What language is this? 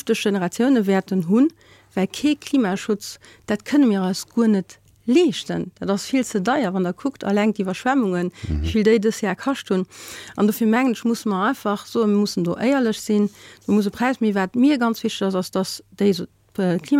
Luxembourgish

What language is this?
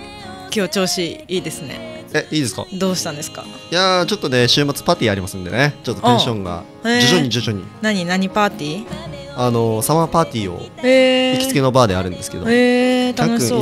Japanese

